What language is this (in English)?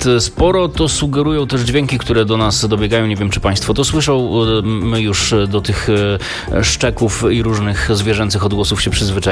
Polish